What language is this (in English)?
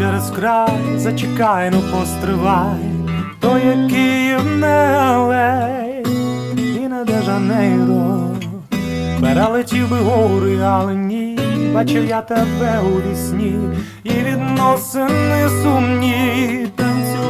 Ukrainian